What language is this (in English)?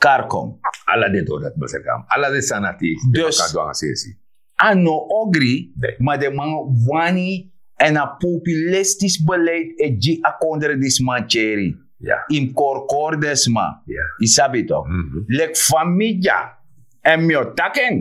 Sranan Tongo